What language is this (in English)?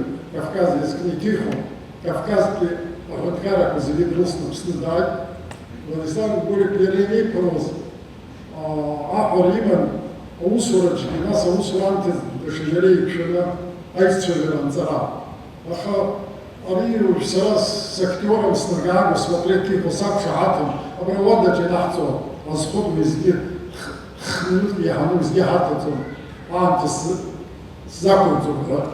Abkhazian